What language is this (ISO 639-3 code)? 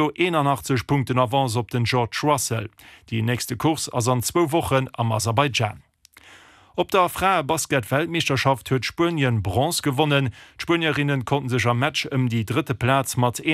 ltz